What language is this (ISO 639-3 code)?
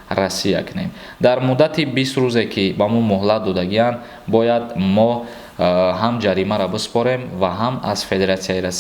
tgk